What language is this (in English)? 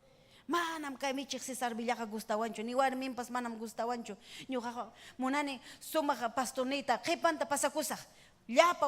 Ayacucho Quechua